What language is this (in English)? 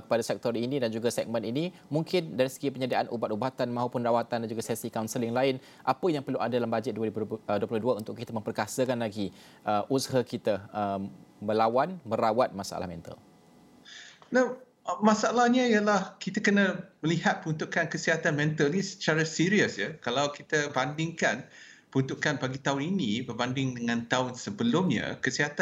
Malay